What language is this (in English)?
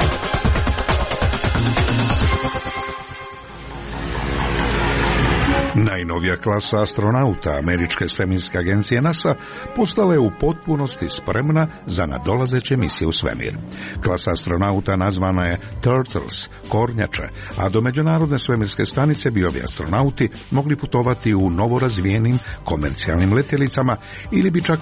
Croatian